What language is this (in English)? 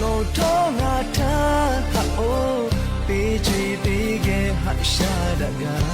Lahu